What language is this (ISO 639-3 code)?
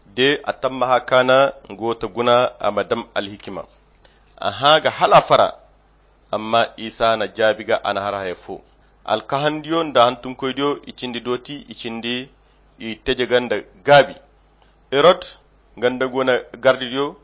khq